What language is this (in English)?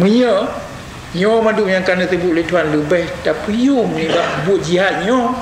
Achinese